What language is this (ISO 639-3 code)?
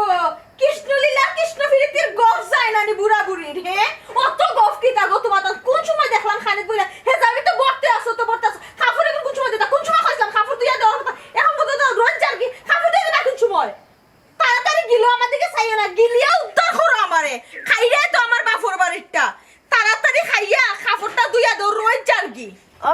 syl